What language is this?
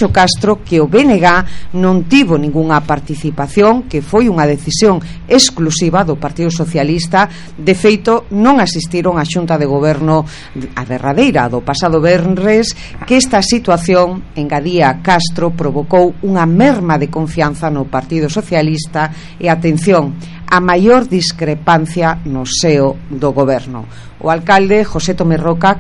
Galician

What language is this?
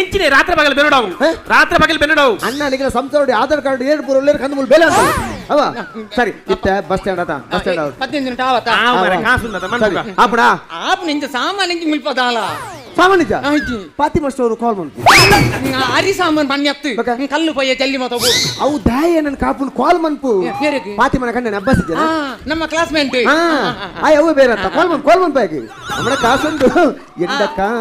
Tulu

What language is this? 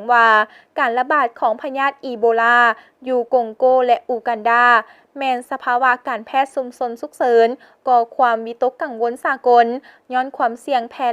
Lao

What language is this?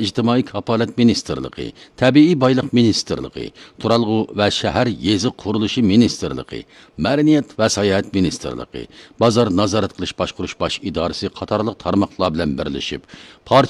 Uyghur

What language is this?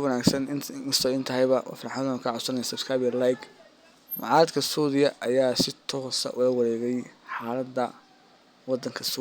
Somali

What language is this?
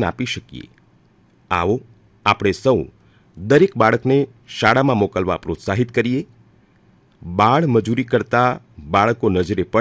Gujarati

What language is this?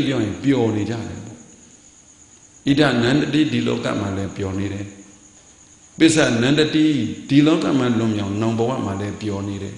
Burmese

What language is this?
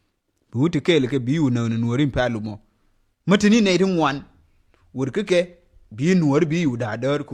Nuer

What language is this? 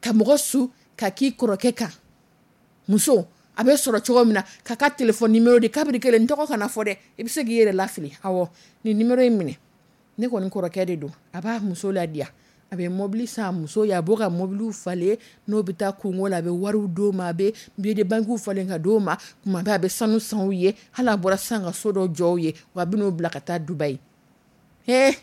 Dyula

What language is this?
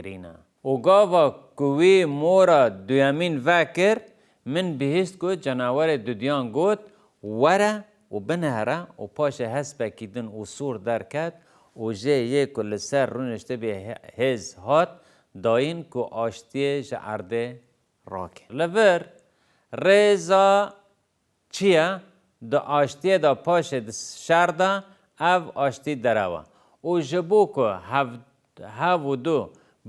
Kurdish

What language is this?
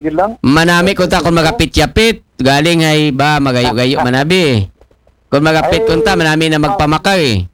Aklanon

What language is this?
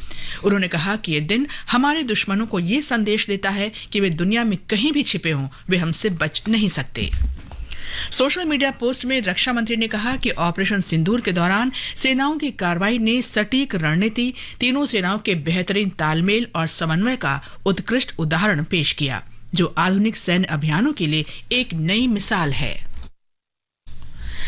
Hindi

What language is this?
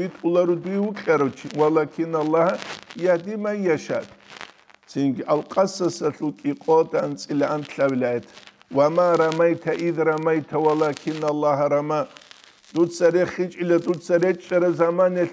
Avaric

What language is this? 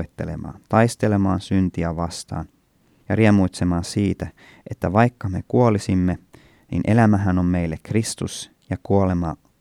Finnish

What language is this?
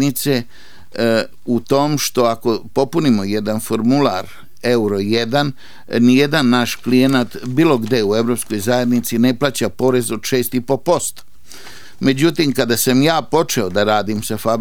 Serbian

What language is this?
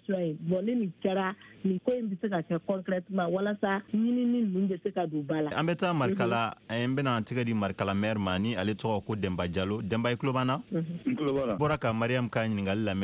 Bambara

